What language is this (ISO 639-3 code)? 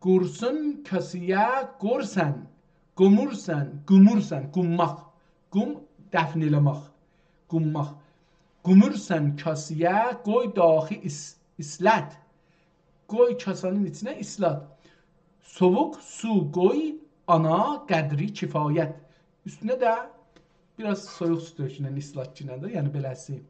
azb